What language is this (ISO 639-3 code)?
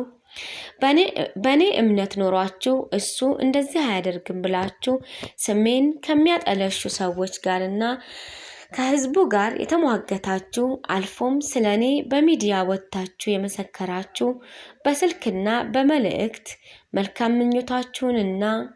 amh